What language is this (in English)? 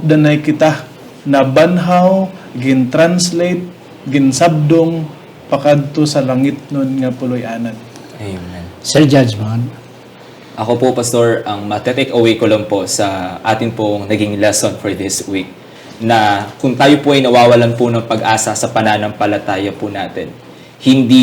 Hiligaynon